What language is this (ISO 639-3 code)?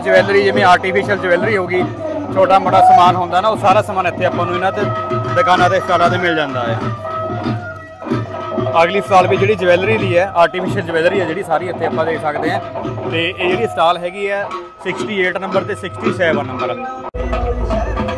pan